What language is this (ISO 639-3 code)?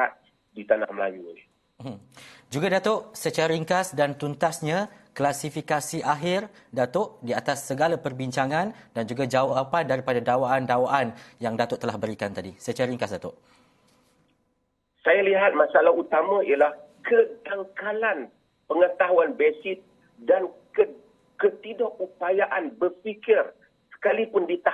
msa